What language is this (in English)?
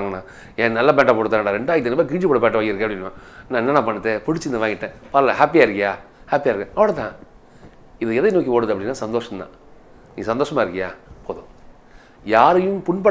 Tamil